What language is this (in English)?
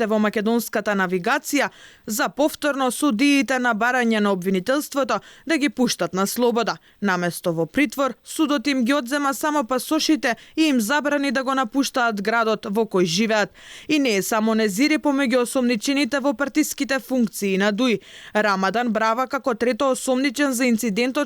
Macedonian